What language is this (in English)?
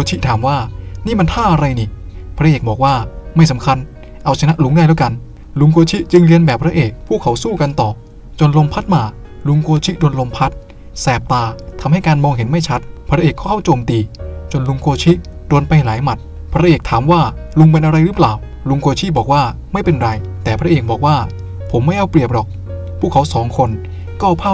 Thai